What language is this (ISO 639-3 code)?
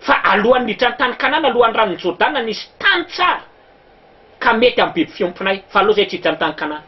mlg